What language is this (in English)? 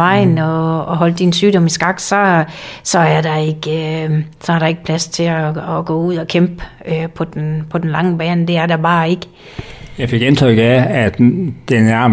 Danish